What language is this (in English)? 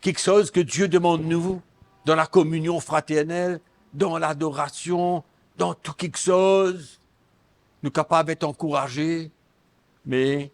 Morisyen